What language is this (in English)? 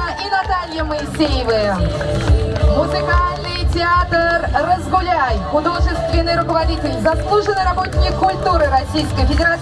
Russian